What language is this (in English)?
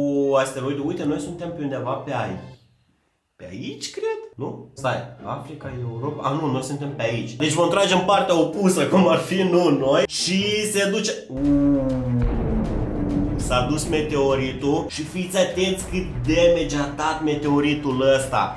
Romanian